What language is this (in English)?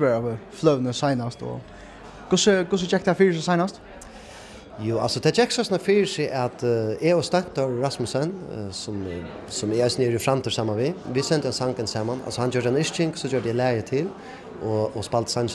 Faroese